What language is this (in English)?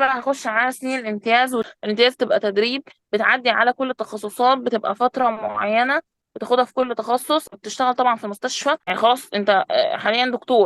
Egyptian Arabic